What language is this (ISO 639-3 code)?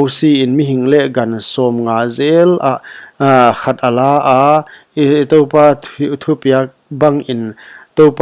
pck